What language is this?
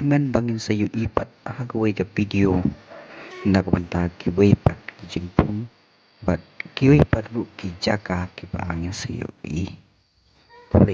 Khasi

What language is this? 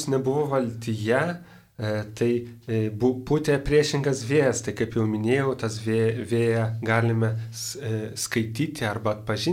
Lithuanian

